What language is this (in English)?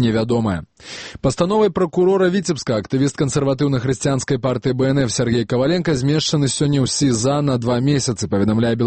Belarusian